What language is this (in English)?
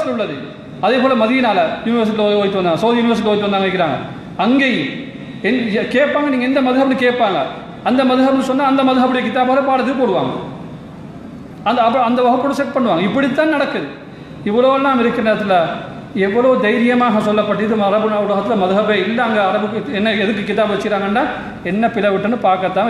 Tamil